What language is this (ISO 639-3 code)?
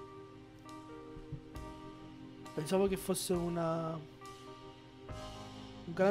ita